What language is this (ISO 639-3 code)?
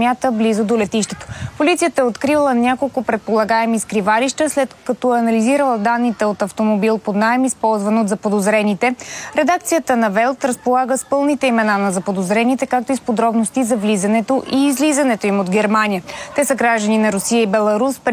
bul